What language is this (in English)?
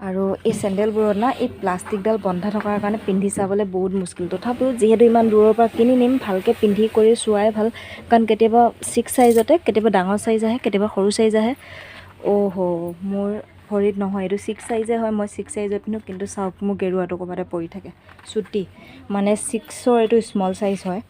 Assamese